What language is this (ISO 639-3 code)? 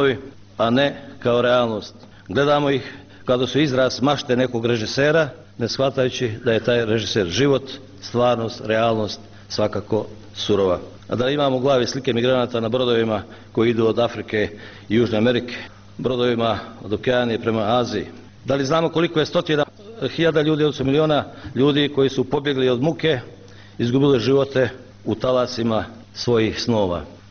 bos